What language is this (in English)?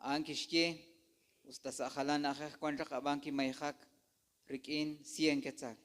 Kekchí